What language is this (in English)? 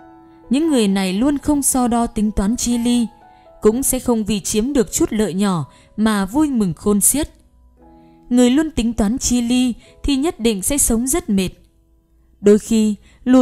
Vietnamese